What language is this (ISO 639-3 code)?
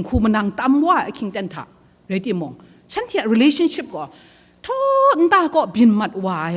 kac